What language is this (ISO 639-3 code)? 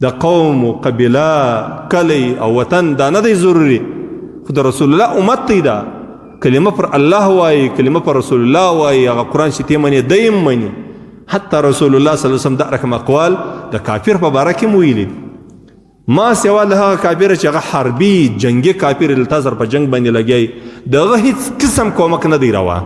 pus